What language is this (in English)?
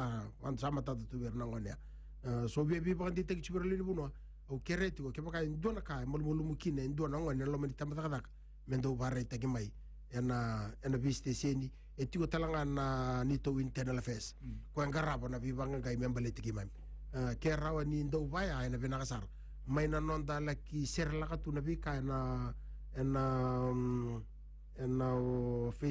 Fijian